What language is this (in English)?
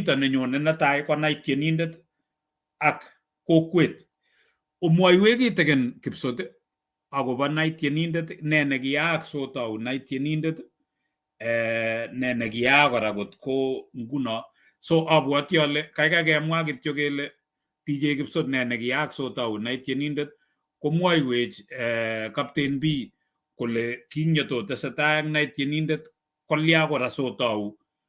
Kalenjin